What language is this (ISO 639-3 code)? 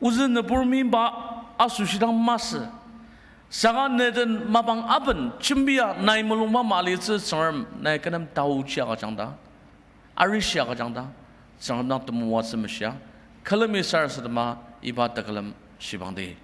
njo